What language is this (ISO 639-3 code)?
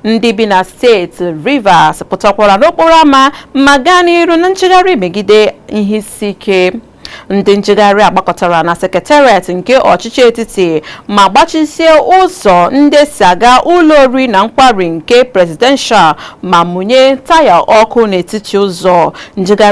ibo